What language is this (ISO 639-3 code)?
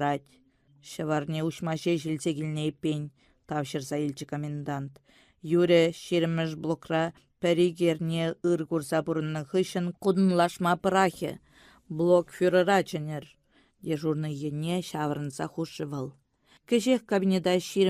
chv